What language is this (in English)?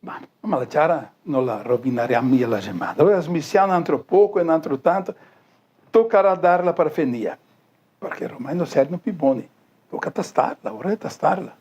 Venetian